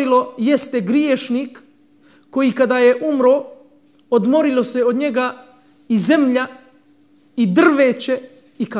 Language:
Bosnian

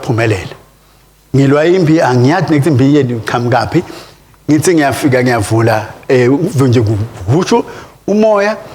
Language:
Swati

